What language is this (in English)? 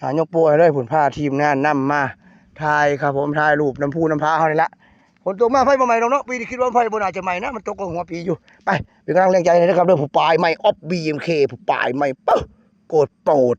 Northeastern Thai